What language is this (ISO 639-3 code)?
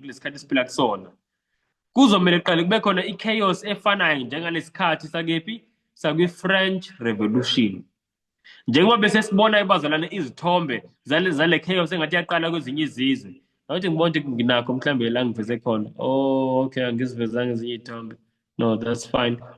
zul